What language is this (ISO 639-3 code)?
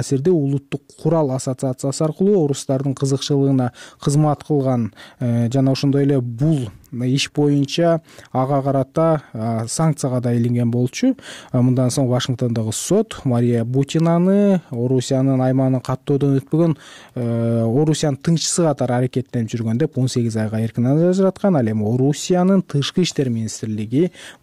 kir